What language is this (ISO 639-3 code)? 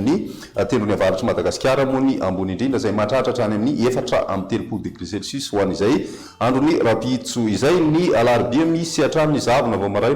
mlg